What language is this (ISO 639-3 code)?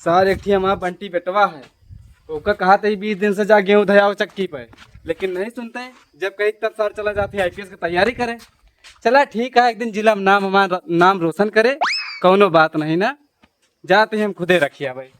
awa